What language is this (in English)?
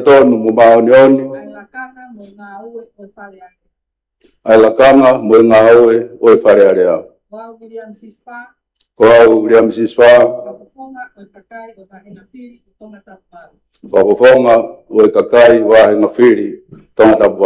Tongan